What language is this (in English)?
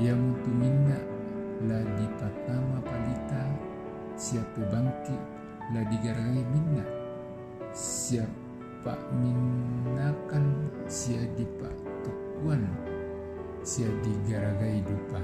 Toraja-Sa'dan